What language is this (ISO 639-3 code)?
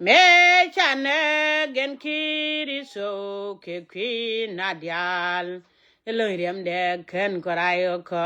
nus